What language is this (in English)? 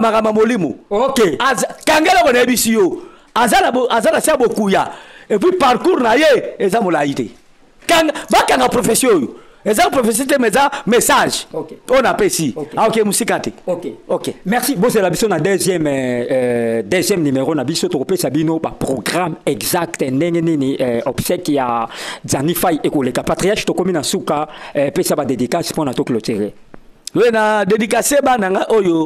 Lingala